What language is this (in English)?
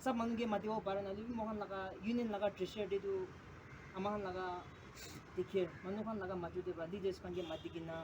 Naga Pidgin